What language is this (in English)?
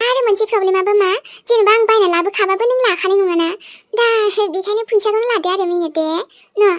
Bodo